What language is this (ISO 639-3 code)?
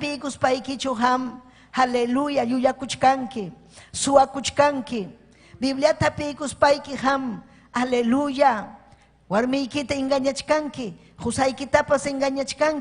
quy